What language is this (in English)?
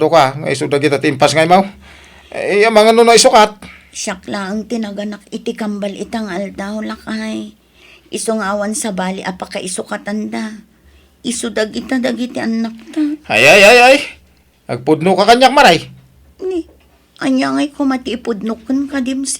Iloko